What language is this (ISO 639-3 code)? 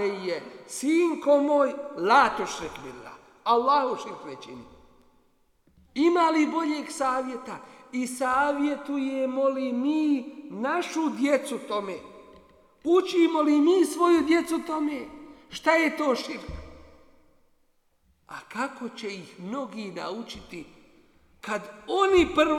bos